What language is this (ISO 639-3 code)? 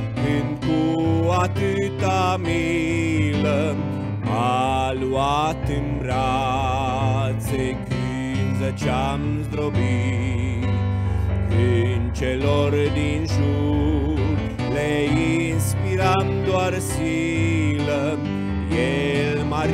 ron